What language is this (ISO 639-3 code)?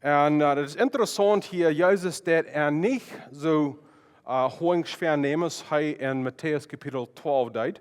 pdt